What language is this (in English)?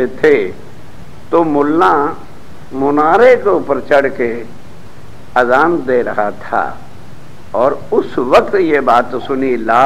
Hindi